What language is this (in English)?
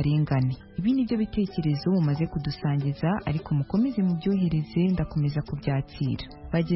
Kinyarwanda